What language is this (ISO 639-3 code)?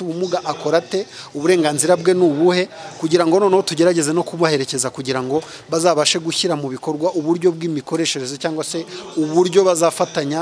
kin